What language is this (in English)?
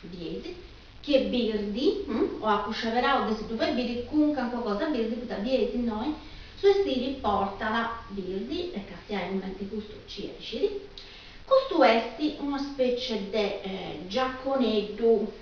Sardinian